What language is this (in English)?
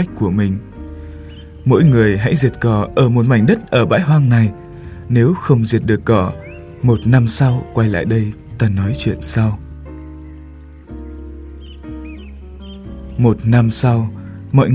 Vietnamese